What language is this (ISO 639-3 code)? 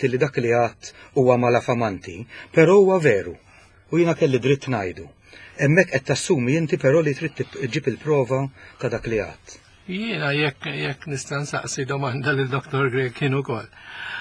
mlt